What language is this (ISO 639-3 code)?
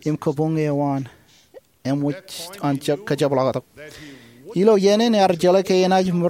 mah